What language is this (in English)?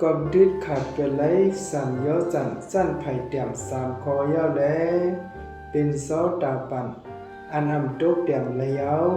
Shan